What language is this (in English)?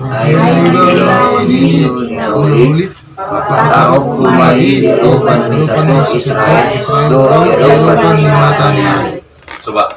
Batak Toba